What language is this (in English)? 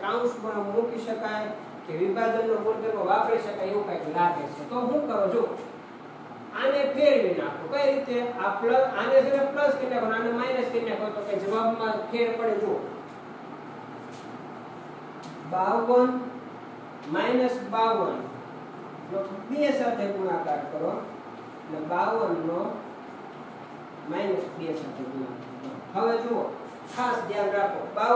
Gujarati